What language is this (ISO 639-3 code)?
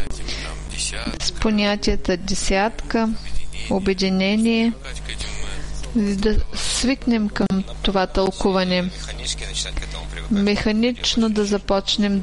bul